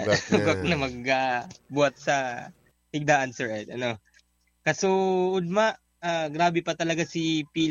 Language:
Bikol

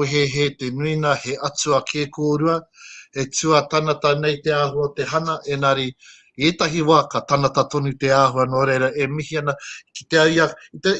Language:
Māori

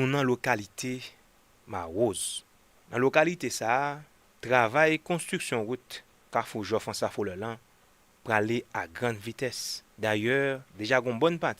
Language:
Haitian Creole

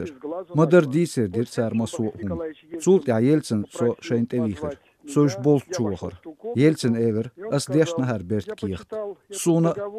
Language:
Chechen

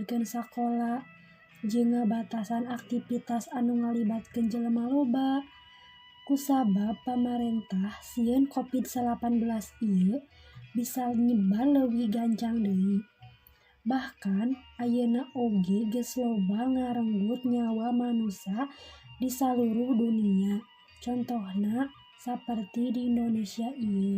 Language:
Sundanese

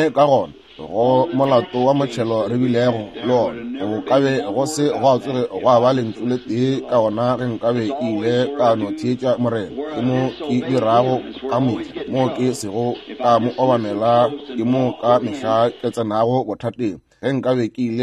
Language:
Northern Sotho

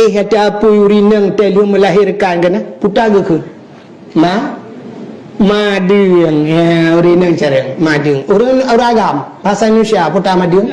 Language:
Achinese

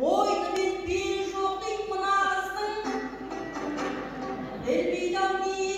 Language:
Kazakh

